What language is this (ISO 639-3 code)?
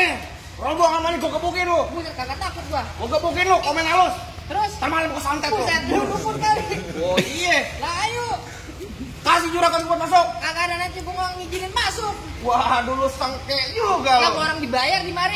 bew